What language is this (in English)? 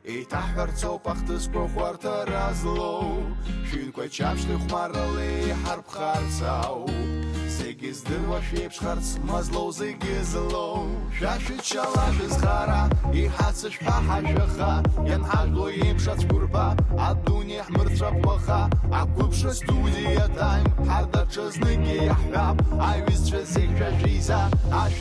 Abkhazian